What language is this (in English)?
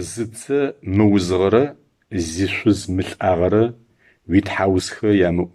Adyghe